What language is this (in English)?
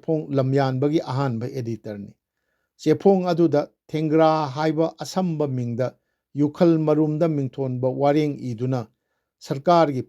Manipuri